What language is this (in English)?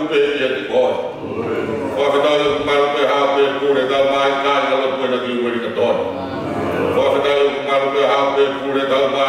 Tongan